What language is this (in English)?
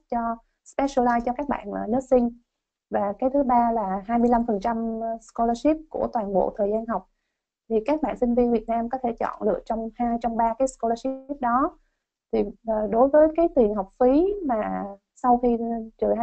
Vietnamese